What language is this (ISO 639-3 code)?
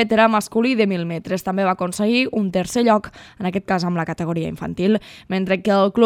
cat